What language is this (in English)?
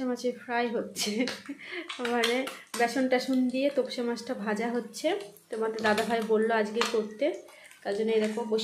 Bangla